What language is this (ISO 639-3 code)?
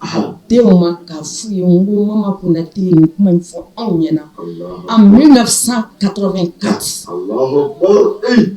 bam